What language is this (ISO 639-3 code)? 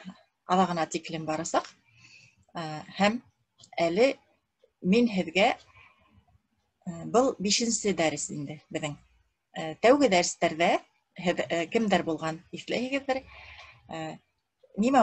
bak